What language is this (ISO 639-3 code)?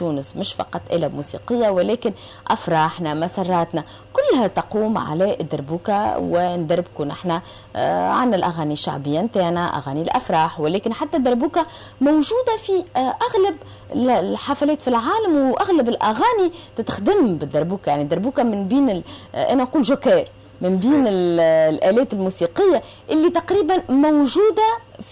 aeb